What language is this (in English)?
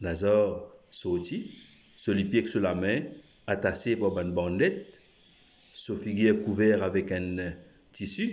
Morisyen